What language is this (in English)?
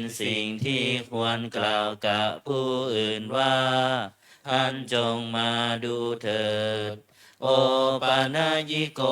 Pali